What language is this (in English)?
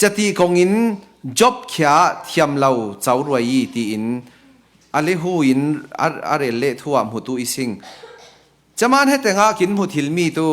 Falam Chin